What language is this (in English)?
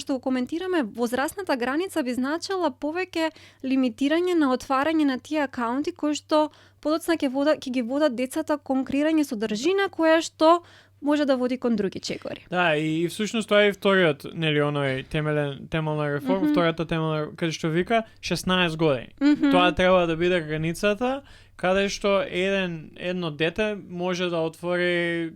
Macedonian